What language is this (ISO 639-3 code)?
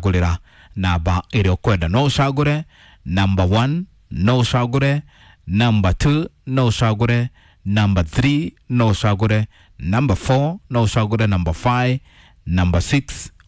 kik